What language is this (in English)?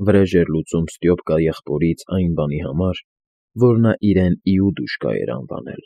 Armenian